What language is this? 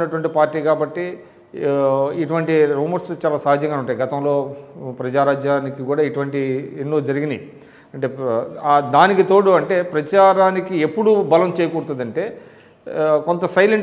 Telugu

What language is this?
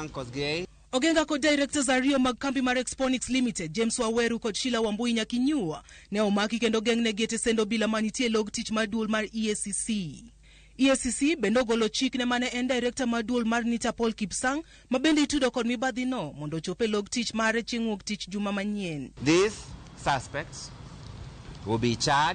Luo (Kenya and Tanzania)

